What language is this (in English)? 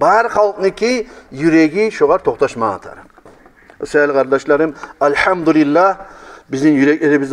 Kumyk